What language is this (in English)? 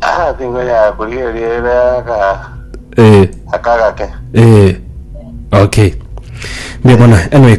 Gusii